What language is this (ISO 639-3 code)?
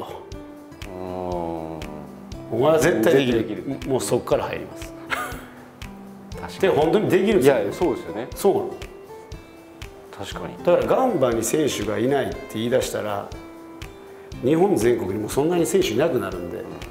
jpn